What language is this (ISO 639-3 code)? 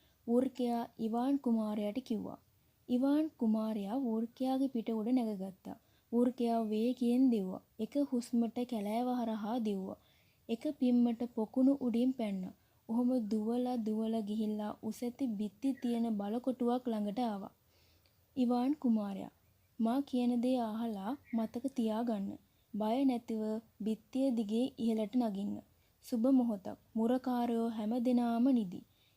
sin